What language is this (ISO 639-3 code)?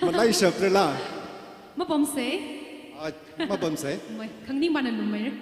nmf